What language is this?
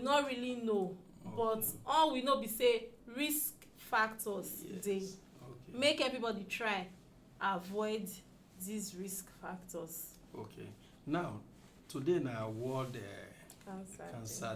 Nigerian Pidgin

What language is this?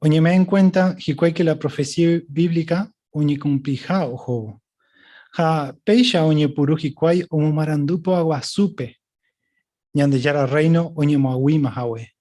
Guarani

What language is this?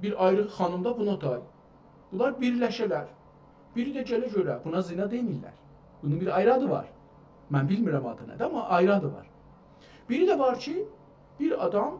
South Azerbaijani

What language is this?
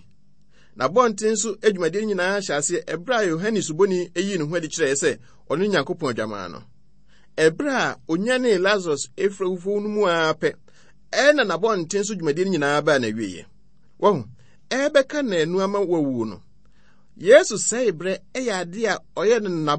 Akan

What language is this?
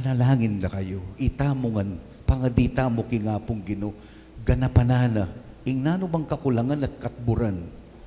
Pampanga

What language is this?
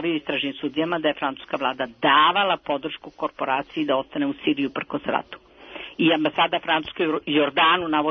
Serbian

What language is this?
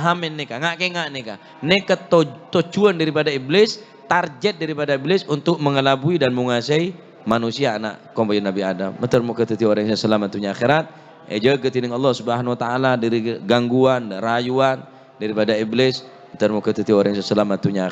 Madurese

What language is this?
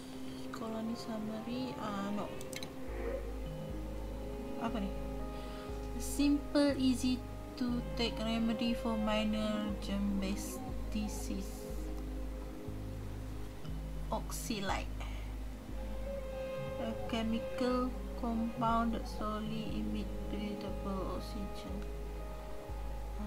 Malay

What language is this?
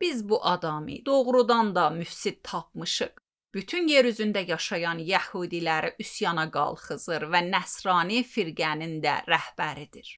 Azerbaijani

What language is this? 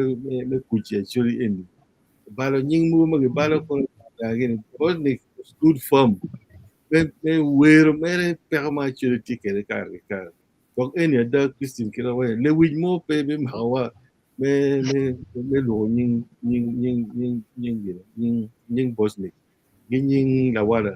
Acoli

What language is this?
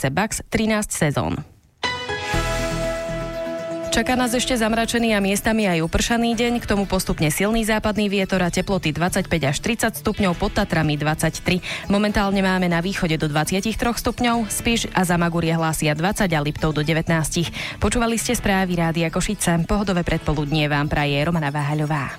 Slovak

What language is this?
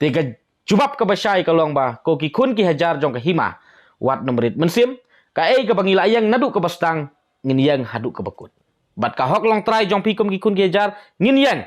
Khasi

